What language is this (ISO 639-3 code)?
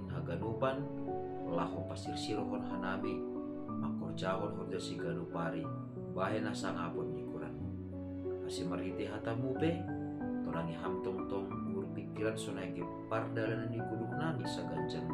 bts